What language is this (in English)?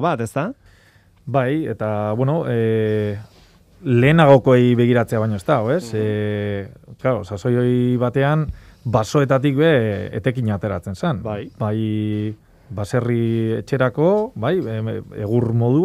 Basque